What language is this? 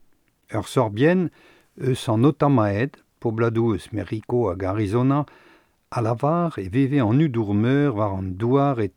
Breton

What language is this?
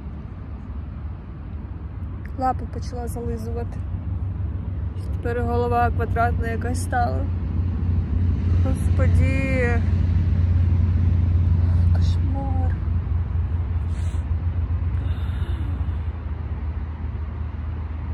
Ukrainian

